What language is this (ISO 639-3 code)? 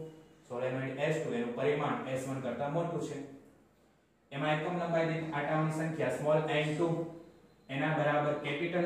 guj